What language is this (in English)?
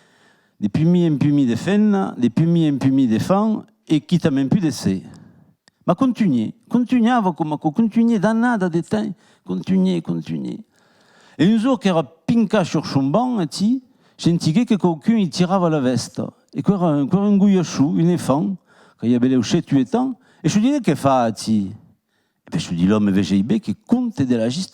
Occitan